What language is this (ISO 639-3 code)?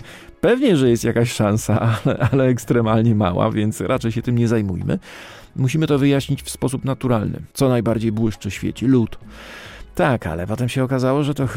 pol